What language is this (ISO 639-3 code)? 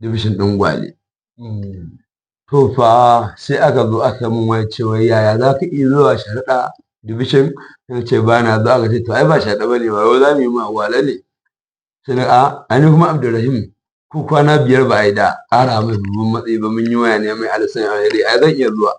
hau